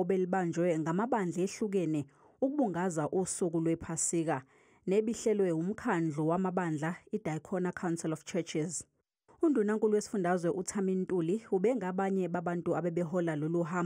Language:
Zulu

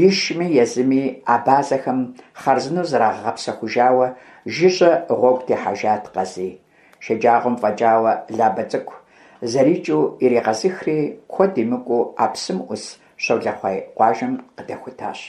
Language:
Kabardian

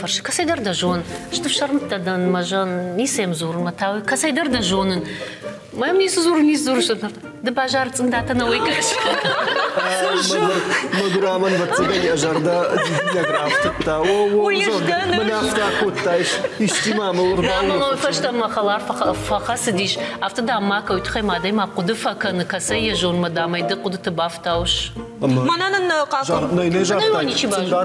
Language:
Ossetic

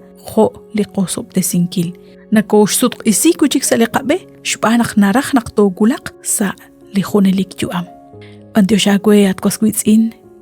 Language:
Kekchí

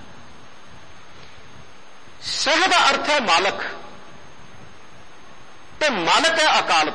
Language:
Punjabi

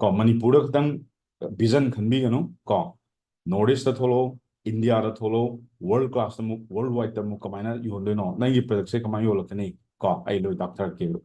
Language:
Manipuri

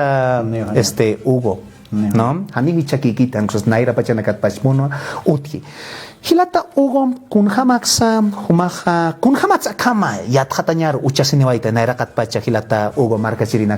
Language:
Aymara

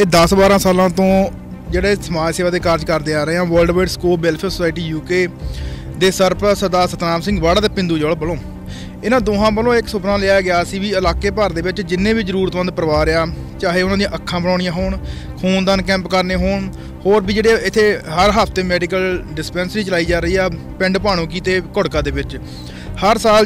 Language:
Punjabi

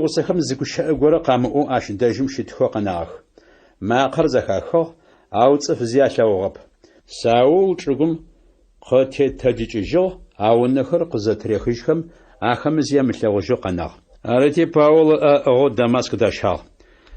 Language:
Adyghe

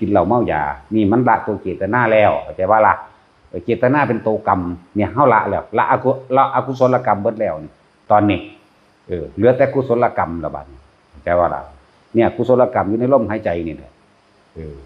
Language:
Northeastern Thai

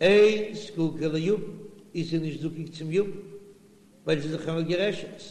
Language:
Yiddish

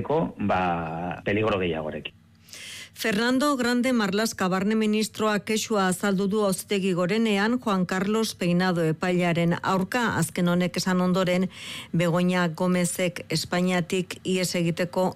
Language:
Basque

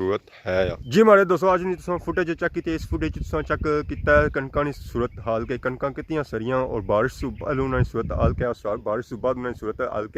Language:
Pahari-Potwari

